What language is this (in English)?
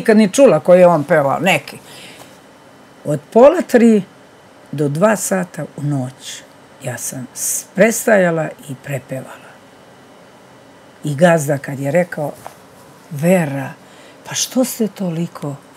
Serbian